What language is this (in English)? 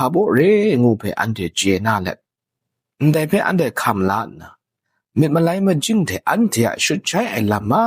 Kachin